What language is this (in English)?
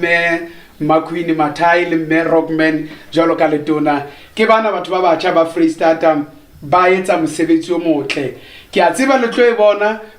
Southern Sotho